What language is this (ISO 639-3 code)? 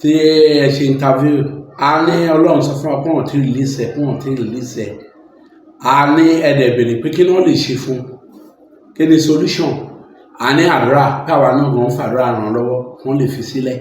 yor